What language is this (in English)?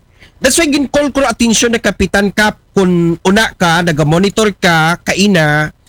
Aklanon